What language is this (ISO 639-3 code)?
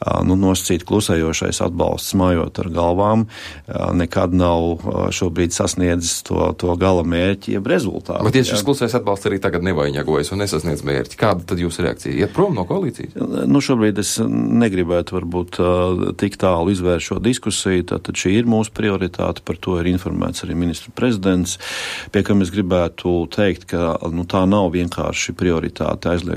lav